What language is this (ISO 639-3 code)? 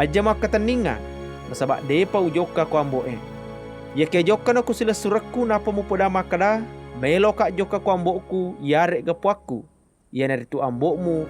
bug